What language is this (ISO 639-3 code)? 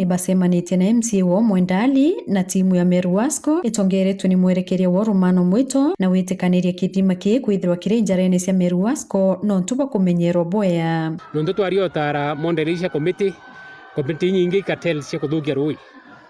mer